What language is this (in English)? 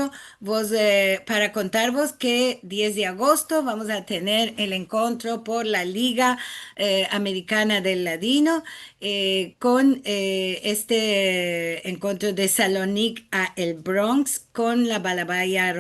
Ladino